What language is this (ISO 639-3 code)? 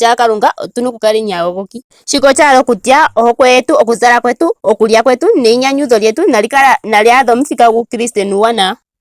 ndo